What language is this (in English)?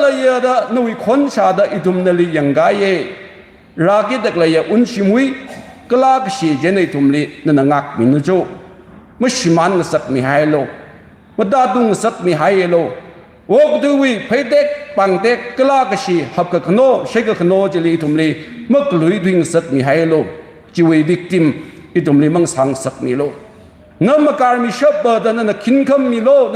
Tangkhul Naga (India)